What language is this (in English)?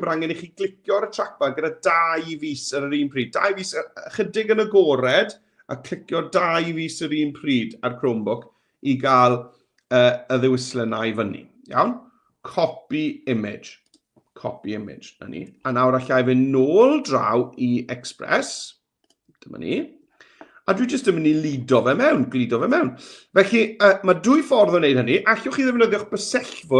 Welsh